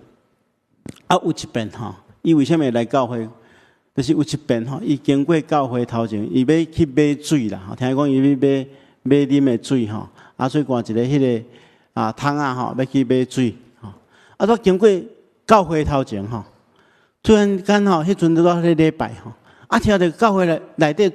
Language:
Min Nan Chinese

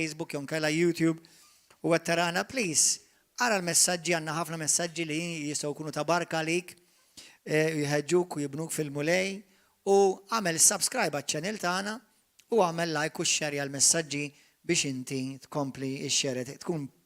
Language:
Maltese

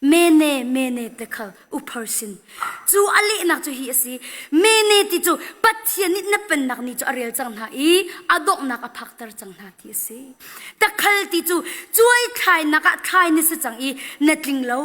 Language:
Hakha Chin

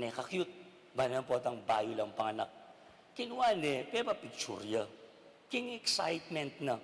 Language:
Pampanga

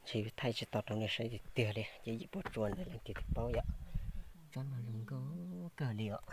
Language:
Hmong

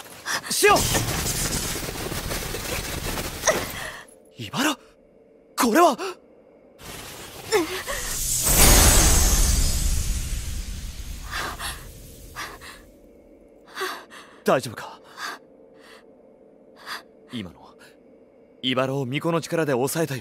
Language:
Japanese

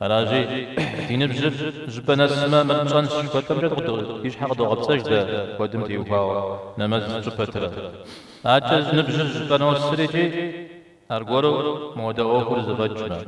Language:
Kabardian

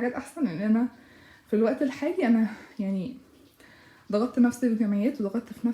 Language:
Egyptian Arabic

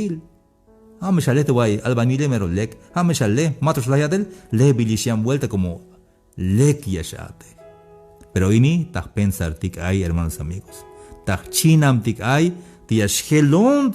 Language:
Tzeltal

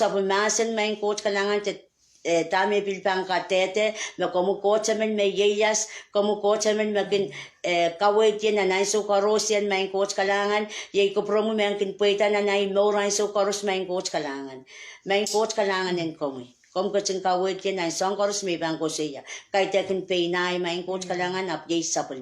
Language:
Pohnpeian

